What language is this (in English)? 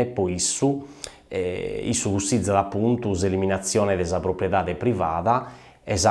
Sardinian